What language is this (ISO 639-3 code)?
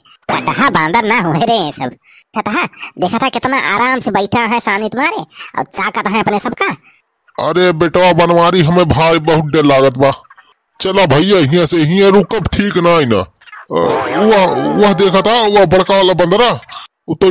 awa